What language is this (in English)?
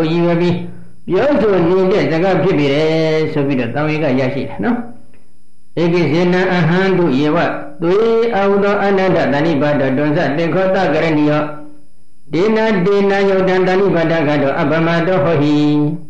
Burmese